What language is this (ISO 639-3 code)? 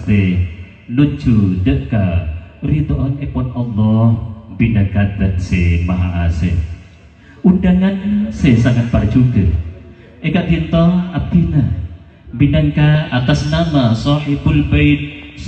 mad